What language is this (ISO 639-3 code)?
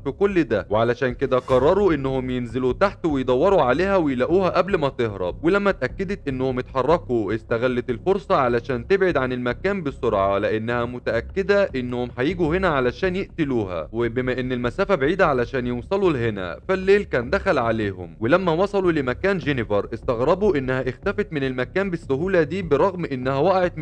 arz